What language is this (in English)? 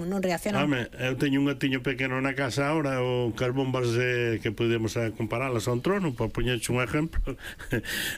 Galician